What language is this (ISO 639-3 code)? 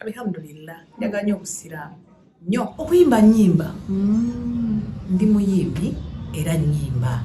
lug